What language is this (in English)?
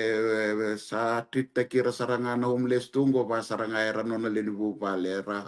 Fijian